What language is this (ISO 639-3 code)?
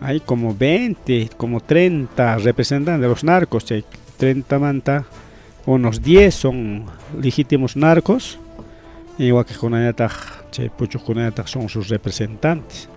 quy